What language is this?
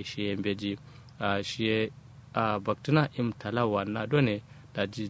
Kanuri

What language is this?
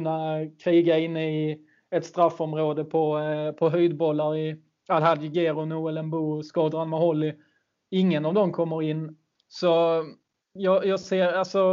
Swedish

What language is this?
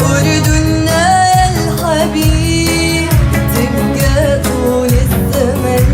North Levantine Arabic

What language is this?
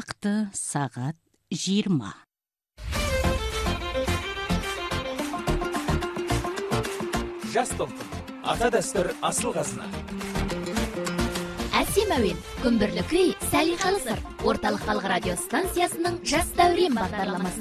Kazakh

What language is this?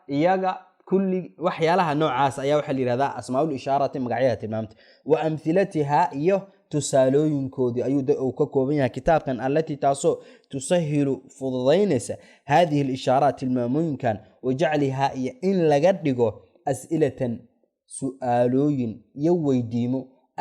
Somali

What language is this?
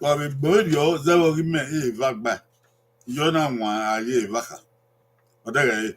Bini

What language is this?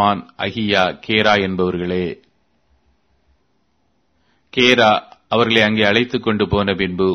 Tamil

